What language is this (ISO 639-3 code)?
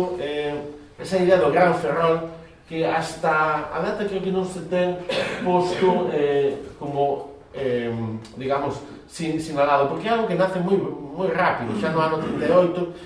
glg